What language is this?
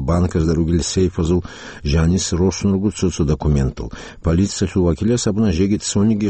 Avaric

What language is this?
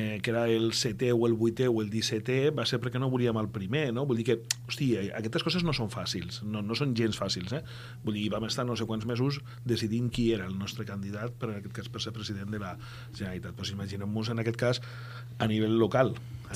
Catalan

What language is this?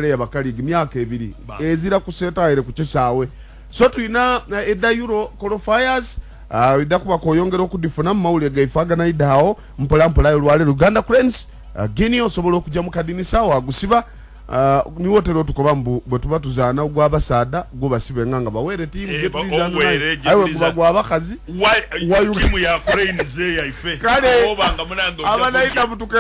Ganda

